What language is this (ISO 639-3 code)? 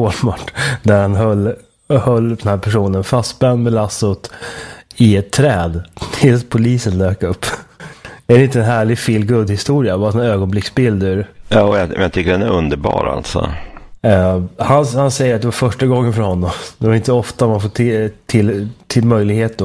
swe